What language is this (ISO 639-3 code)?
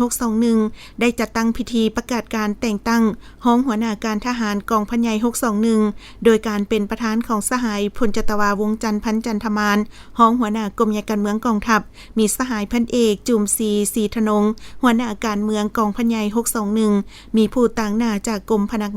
lao